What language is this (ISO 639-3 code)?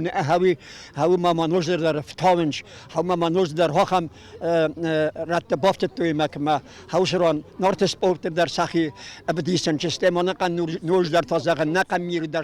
oss